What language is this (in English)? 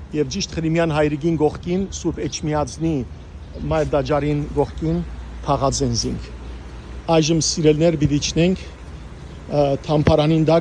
Western Armenian